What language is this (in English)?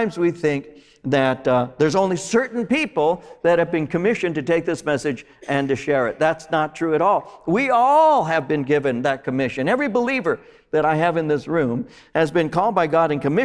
English